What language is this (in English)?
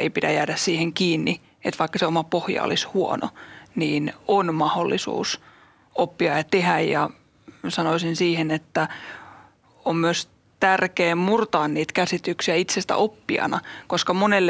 Finnish